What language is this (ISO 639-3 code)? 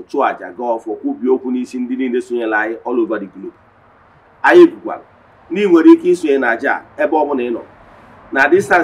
ibo